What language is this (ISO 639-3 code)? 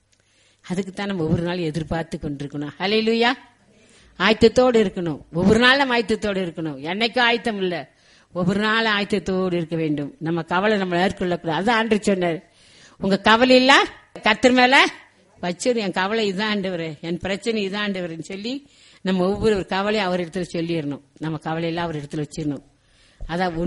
tam